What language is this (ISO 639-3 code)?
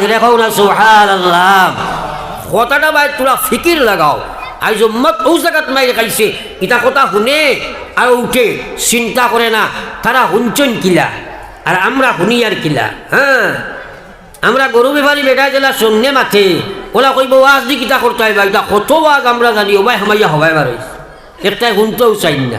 syl